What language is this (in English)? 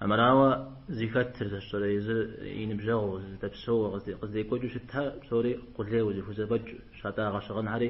Kabardian